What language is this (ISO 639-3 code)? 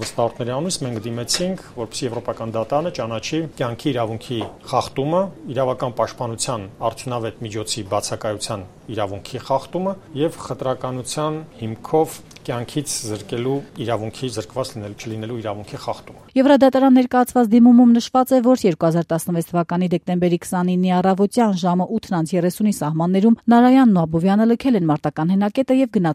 hye